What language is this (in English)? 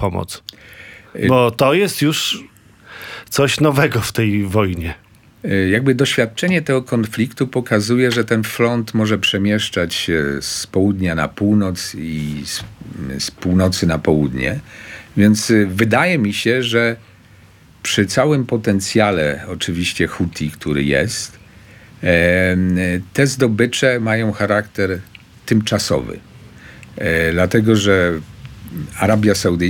Polish